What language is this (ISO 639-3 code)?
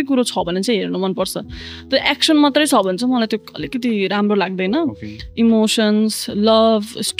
nep